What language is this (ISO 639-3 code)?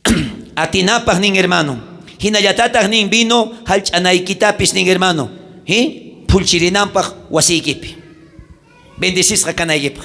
quh